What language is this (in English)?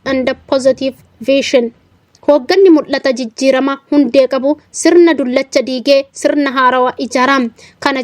Oromo